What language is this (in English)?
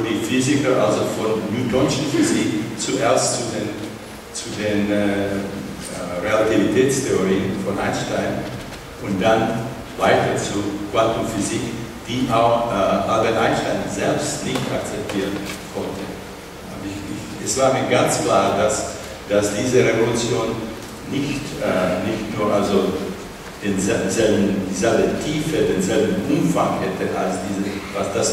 German